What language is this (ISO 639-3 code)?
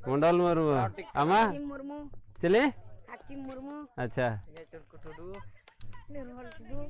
sat